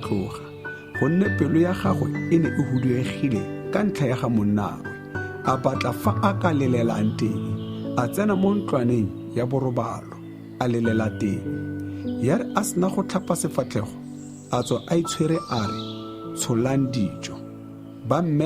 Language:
Tswana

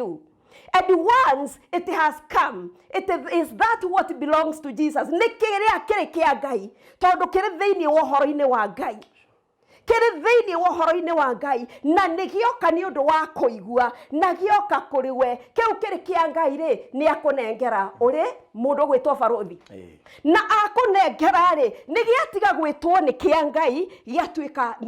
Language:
Kikuyu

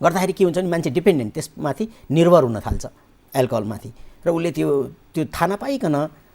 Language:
Nepali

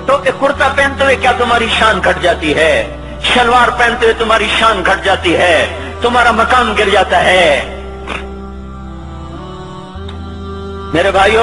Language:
Urdu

